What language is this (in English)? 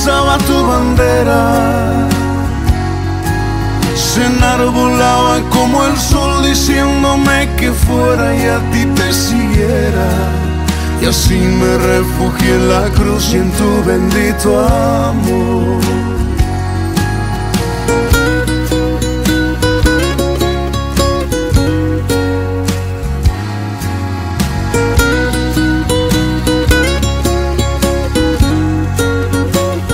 Spanish